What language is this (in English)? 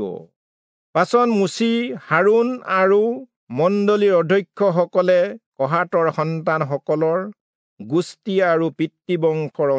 Assamese